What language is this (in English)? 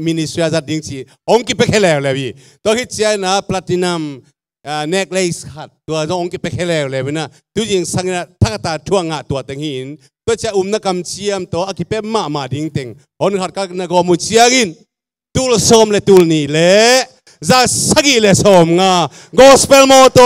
Tedim Chin